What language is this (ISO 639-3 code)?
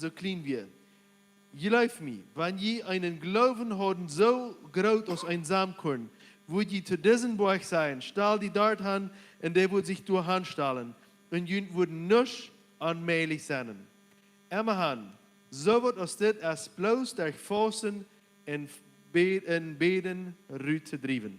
pdt